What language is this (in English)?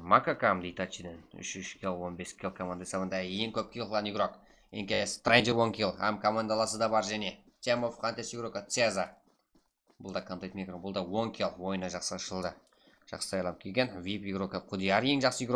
Kara-Kalpak